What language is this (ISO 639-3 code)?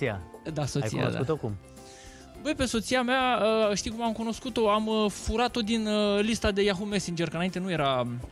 ron